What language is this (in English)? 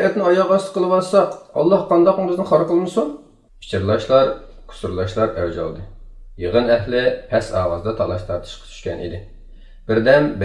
Uyghur